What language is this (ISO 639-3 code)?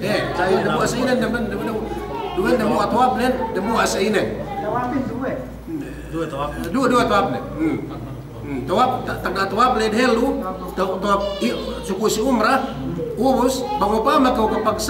yka